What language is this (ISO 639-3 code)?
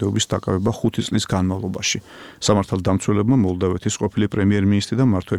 kat